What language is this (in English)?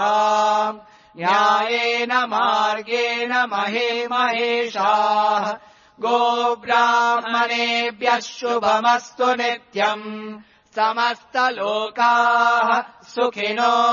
Sanskrit